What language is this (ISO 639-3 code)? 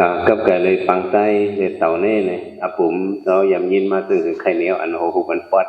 shn